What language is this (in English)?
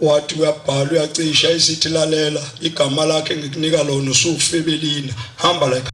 Zulu